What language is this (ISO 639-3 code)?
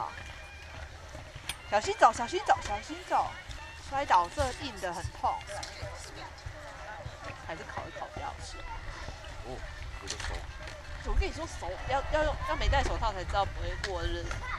zho